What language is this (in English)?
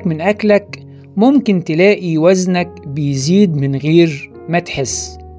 Egyptian Arabic